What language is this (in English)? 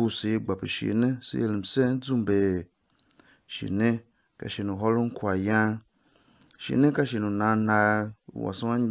Tiv